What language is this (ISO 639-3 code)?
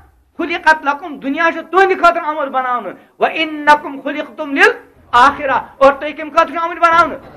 kas